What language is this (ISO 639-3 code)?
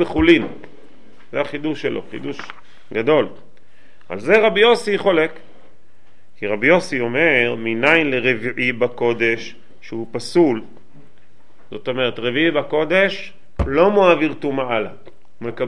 heb